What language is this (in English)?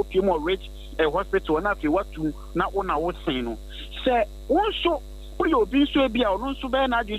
Akan